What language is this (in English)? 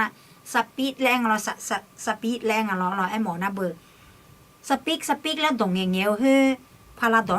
Akha